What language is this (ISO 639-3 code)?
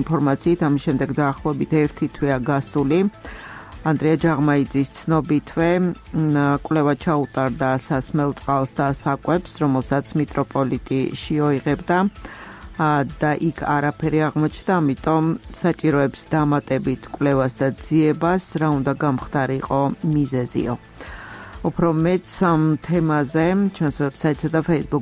kat